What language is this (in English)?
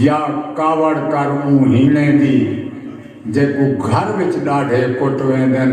Saraiki